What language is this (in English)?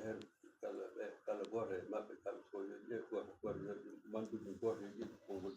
Fula